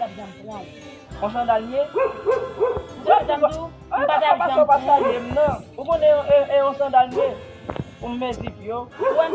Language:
Haitian Creole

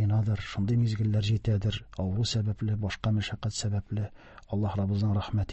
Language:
Tatar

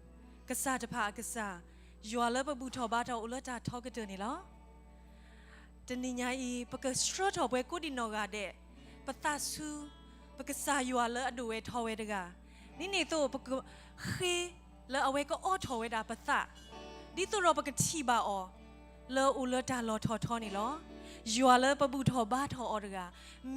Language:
S'gaw Karen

